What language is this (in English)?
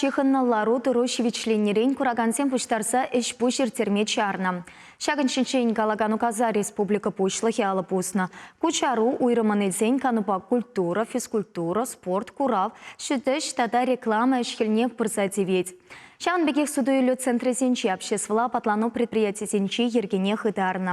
Chuvash